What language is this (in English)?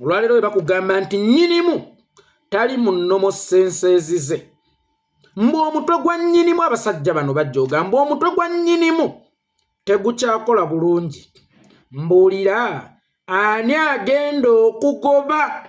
Ganda